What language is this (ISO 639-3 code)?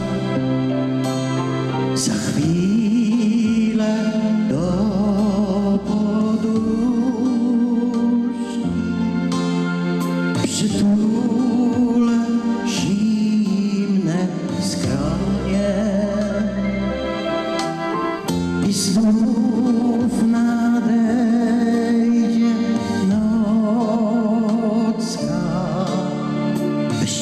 pol